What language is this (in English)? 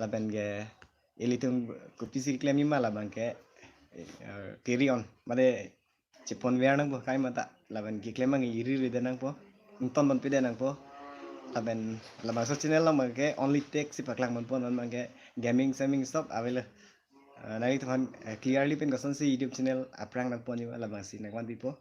Karbi